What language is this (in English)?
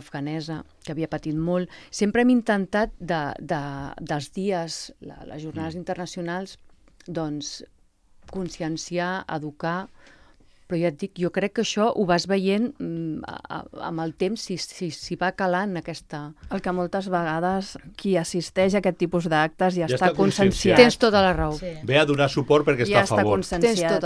Catalan